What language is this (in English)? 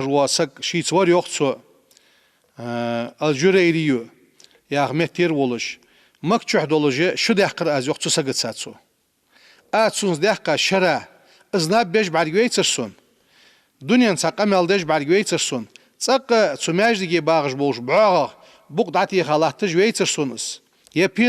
Ingush